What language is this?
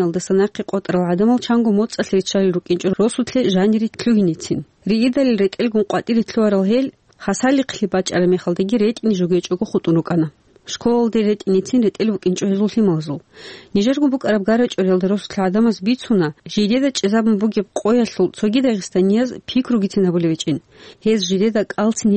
Avaric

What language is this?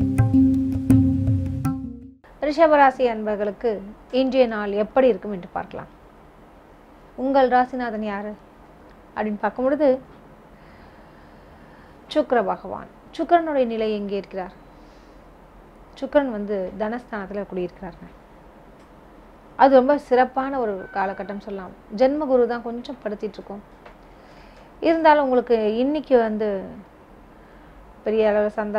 Tamil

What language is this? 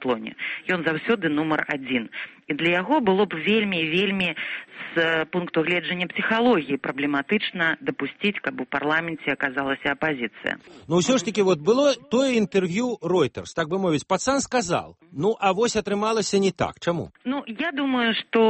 Belarusian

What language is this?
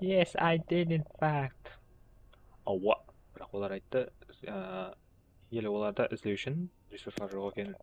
Kara-Kalpak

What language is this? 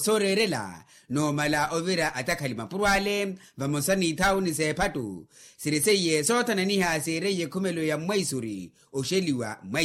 Makhuwa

